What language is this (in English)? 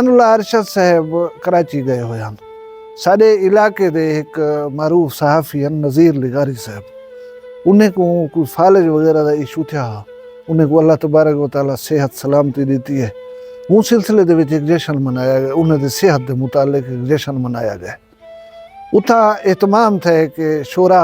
Saraiki